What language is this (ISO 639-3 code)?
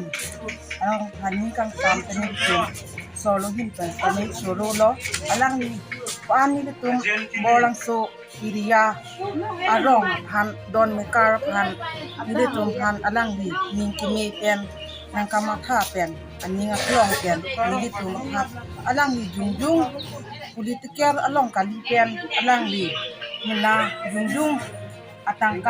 mjw